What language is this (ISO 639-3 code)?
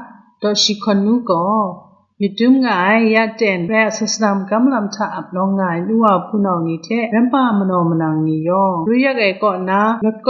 kac